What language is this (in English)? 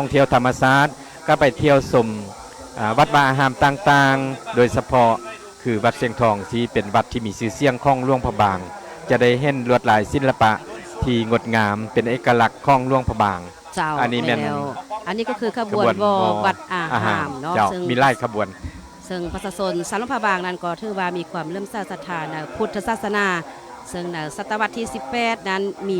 Lao